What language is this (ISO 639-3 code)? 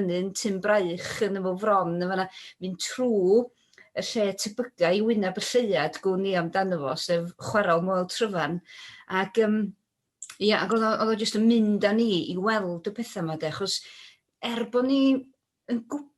cym